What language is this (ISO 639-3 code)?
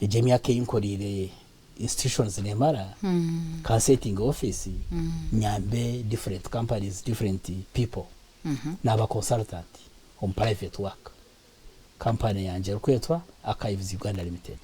nyn